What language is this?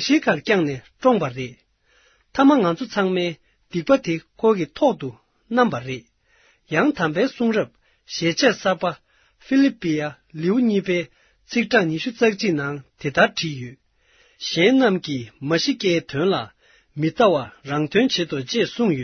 Tibetan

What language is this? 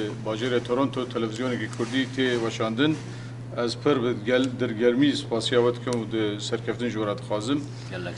Kurdish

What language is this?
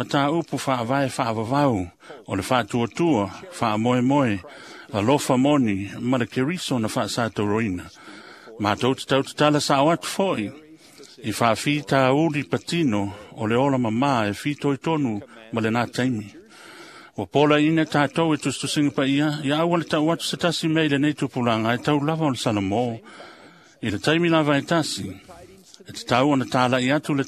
Samoan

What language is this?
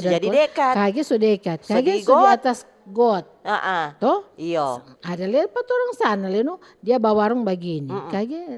Manado Malay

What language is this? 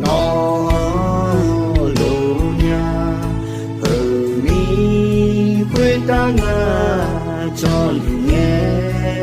Akha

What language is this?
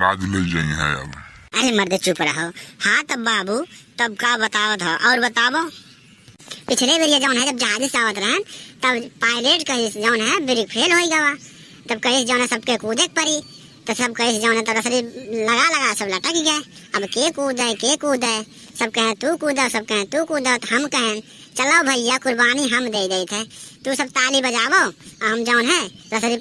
Awadhi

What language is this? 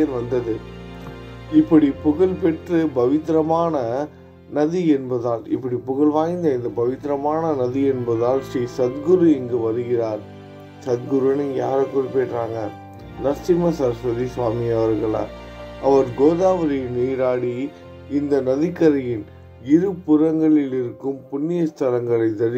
Tamil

